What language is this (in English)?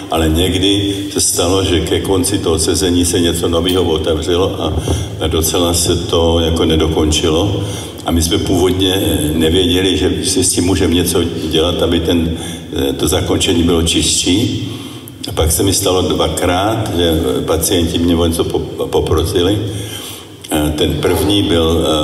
Czech